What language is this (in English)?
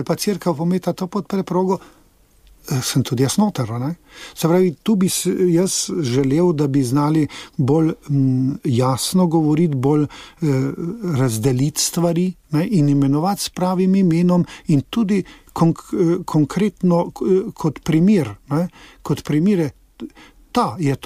Slovenian